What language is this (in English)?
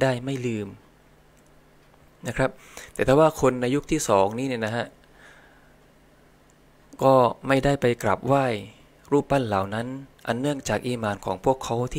Thai